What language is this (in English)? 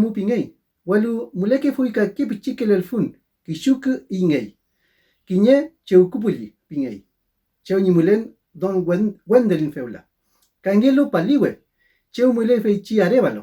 Mapuche